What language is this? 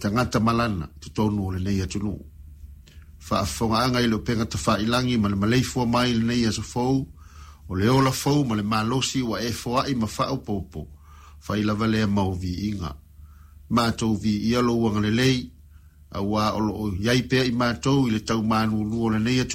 Samoan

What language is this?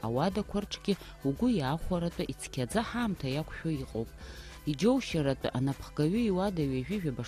Abkhazian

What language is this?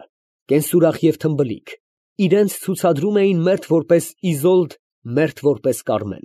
Armenian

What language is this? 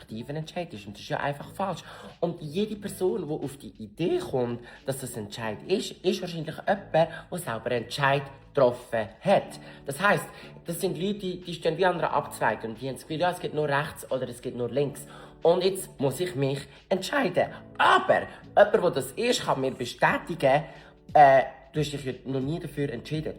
Swiss German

